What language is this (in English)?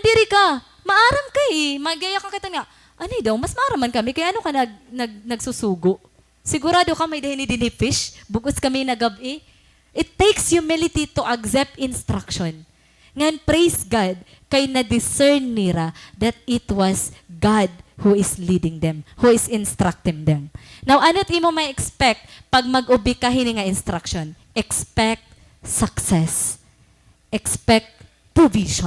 Waray